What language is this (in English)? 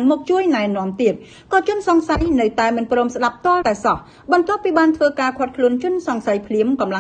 Khmer